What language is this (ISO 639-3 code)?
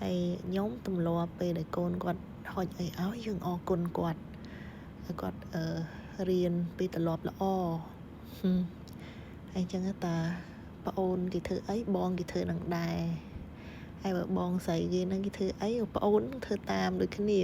khm